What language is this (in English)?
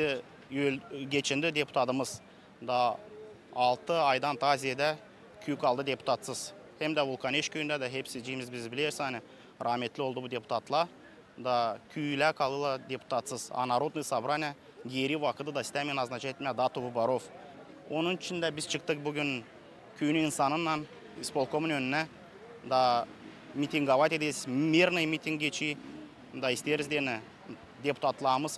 Gagauz